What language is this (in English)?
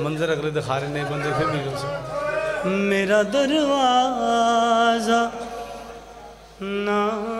Western Panjabi